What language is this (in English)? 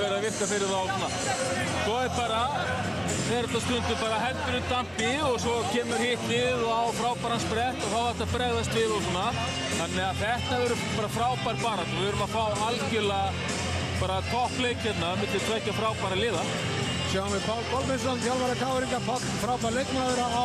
Icelandic